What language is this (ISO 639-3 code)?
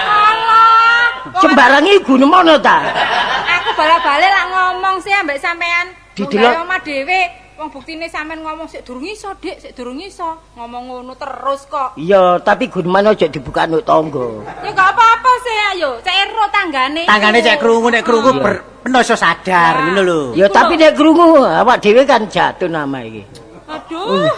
jav